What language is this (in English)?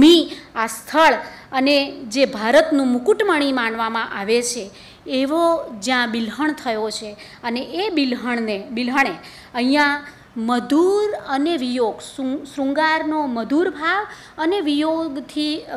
Gujarati